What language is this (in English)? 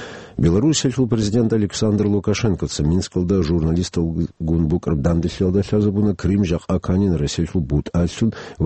Avaric